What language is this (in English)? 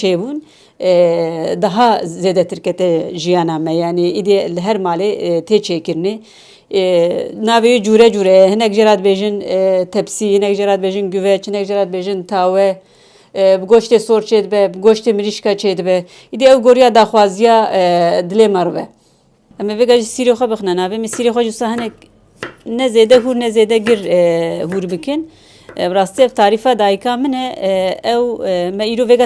Kurdish